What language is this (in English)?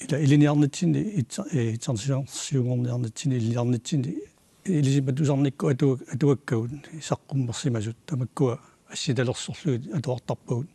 Kalaallisut